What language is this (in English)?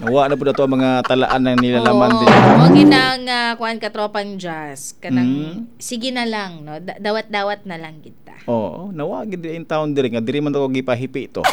Cebuano